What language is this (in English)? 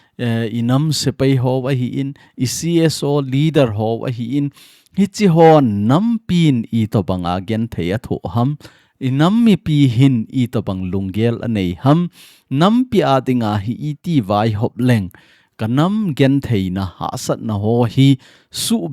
Thado Chin